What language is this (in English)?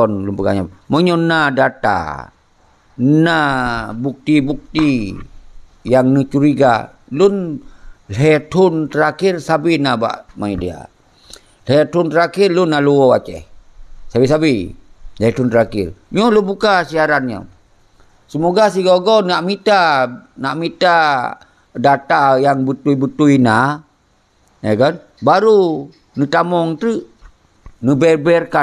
Achinese